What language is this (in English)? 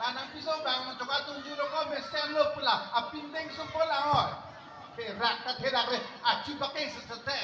Karbi